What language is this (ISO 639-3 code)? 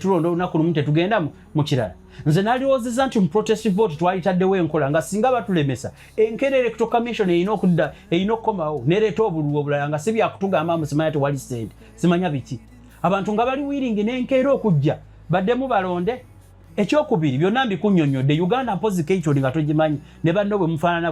lug